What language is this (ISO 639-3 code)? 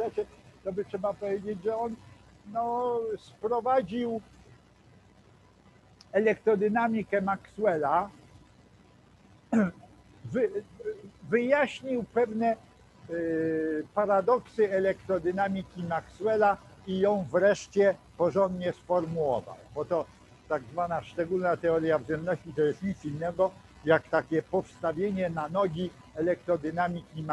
pol